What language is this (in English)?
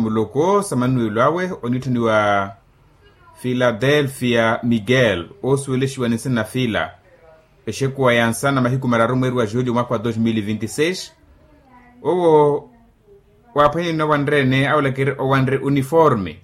Makhuwa